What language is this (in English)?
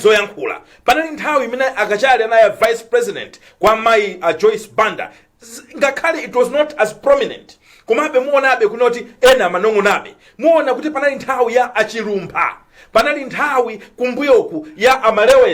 Nyanja